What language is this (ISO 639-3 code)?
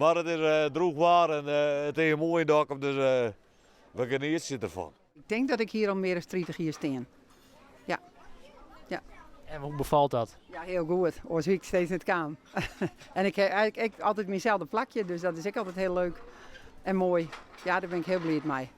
fry